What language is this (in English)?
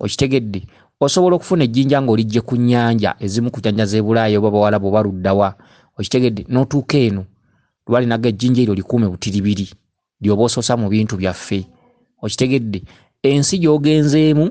Ganda